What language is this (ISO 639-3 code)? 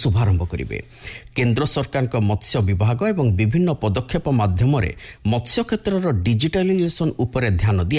ori